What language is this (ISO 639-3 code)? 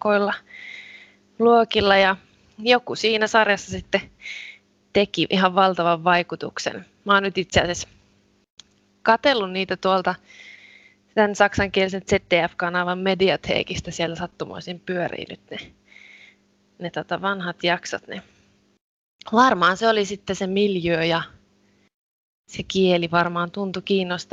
fin